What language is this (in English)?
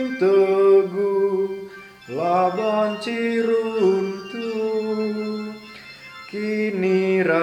Batak Karo